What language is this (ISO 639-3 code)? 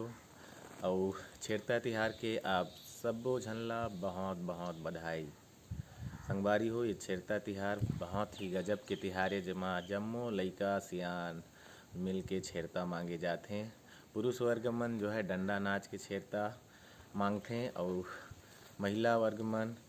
hne